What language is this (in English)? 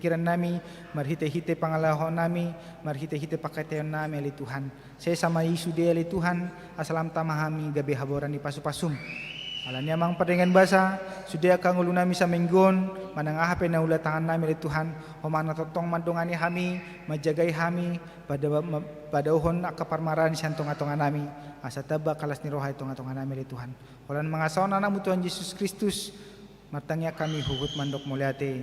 Batak Toba